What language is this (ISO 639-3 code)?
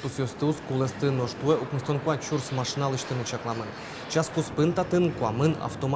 udm